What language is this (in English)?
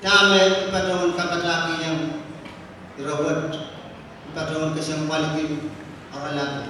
Pohnpeian